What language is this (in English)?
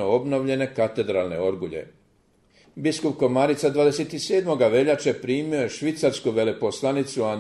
Croatian